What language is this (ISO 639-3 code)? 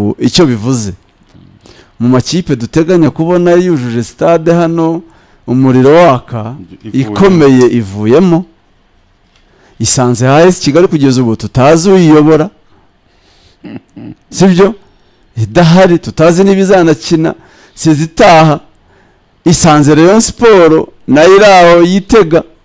kin